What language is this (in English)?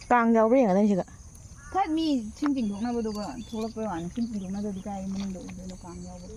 Manipuri